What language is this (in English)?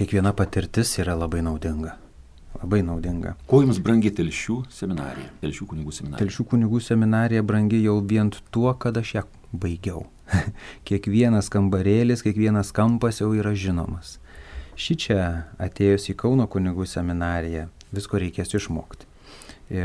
Lithuanian